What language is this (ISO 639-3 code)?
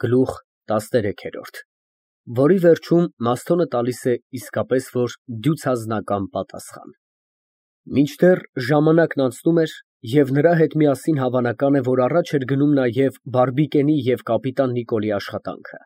hye